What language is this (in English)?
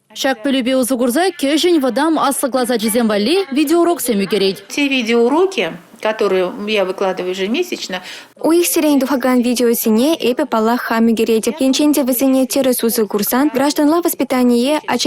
Chuvash